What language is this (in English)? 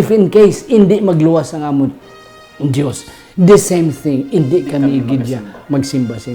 Hiligaynon